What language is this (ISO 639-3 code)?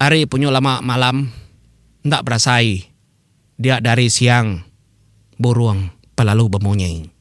iba